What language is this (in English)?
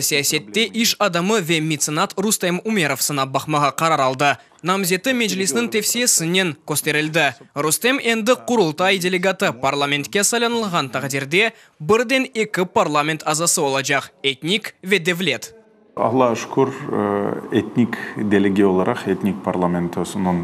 Crimean Tatar